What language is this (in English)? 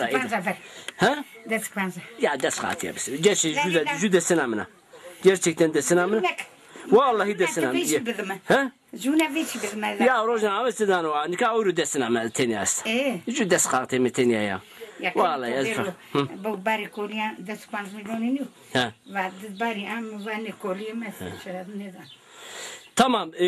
Zaza